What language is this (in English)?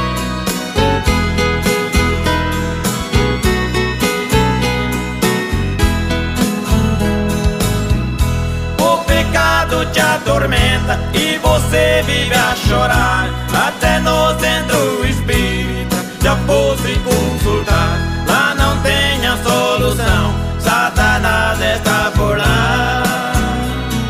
Portuguese